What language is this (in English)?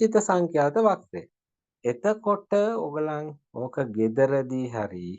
Sinhala